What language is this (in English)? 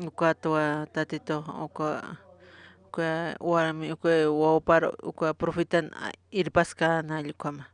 Aymara